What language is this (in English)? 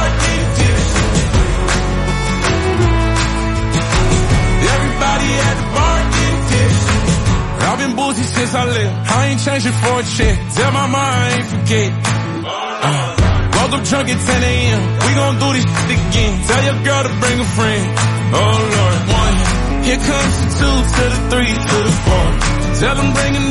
English